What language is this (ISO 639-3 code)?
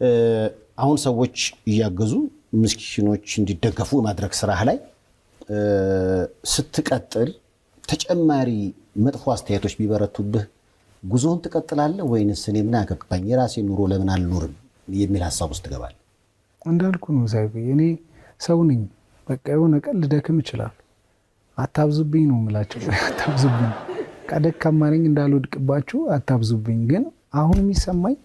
amh